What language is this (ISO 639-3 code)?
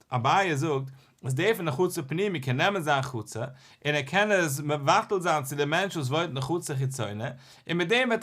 yid